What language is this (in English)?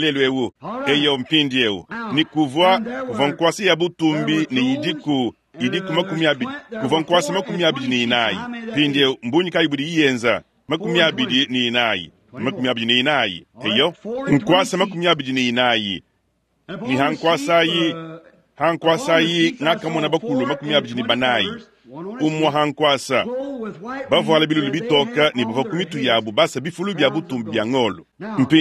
Luba-Lulua